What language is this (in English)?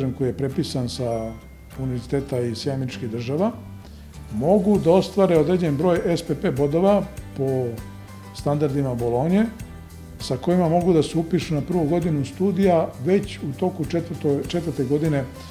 Serbian